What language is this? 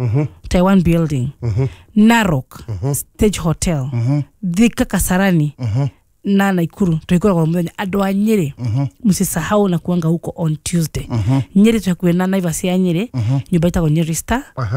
Kikuyu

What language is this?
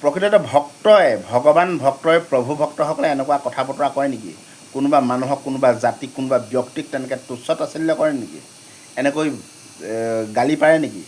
Assamese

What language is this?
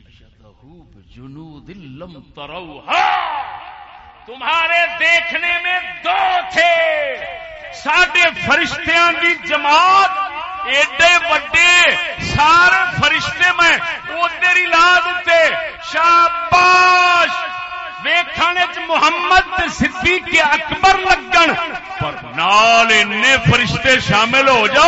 Saraiki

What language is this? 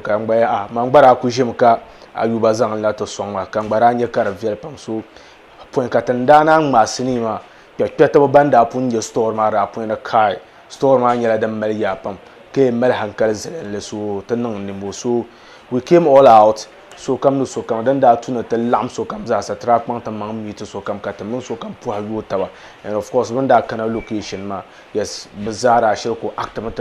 Dagbani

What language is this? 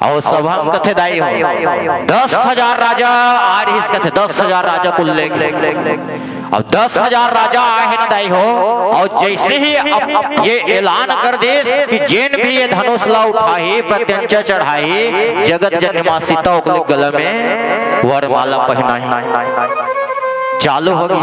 Chhattisgarhi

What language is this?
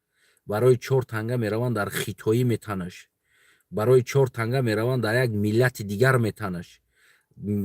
Tajik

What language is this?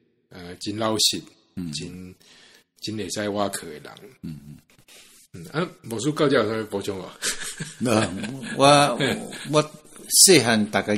Min Nan Chinese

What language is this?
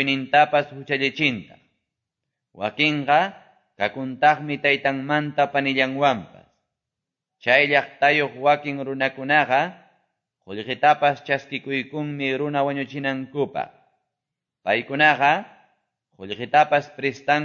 Quechua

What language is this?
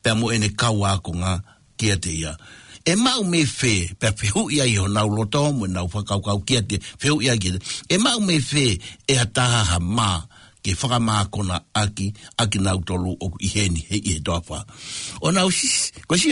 Tongan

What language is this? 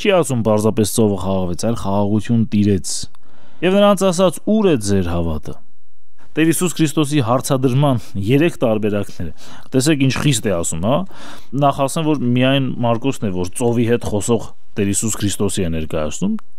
Armenian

